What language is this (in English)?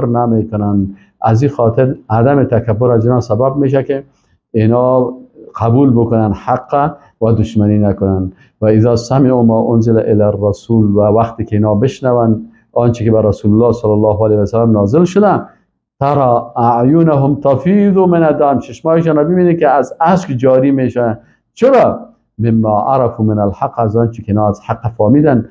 Persian